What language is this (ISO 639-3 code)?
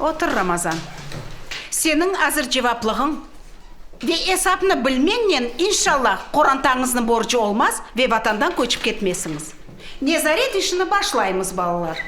crh